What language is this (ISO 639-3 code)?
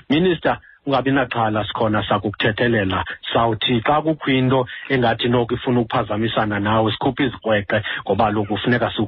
xho